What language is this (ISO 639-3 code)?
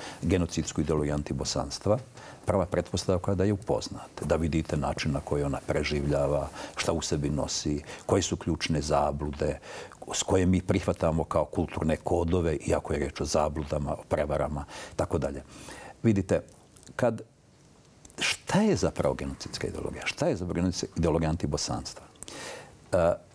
bos